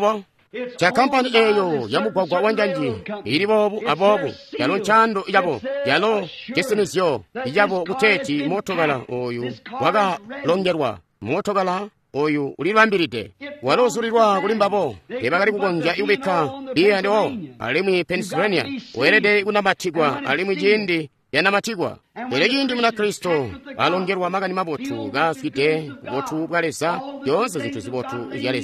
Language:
Tonga (Zambia)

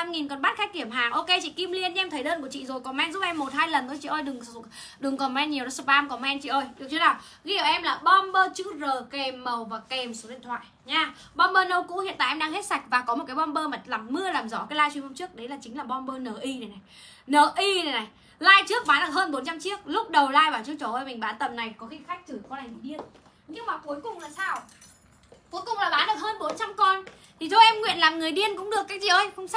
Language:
Vietnamese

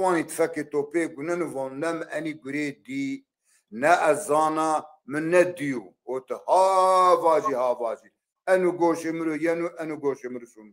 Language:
Zaza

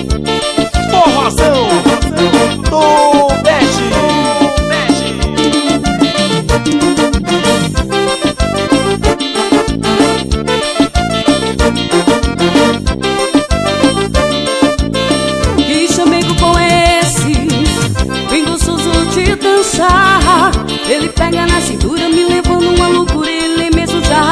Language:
Portuguese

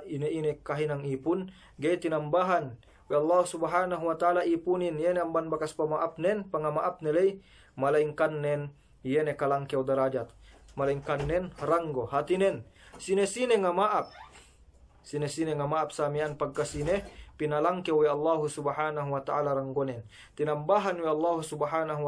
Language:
Yakan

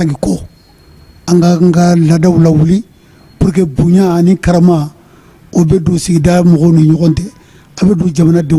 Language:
Bambara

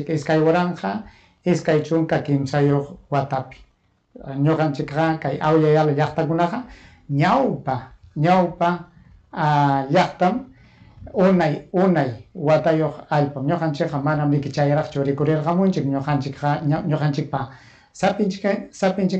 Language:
Ayacucho Quechua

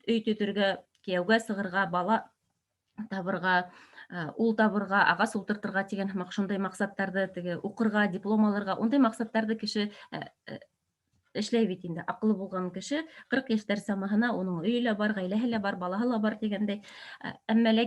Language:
Bashkir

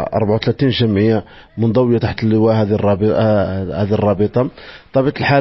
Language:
Moroccan Arabic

